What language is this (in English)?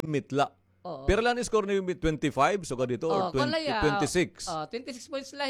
Waray